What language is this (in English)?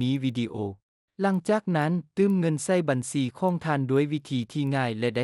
Lao